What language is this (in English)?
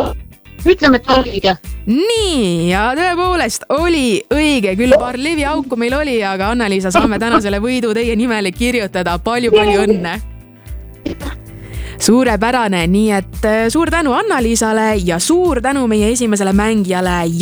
Estonian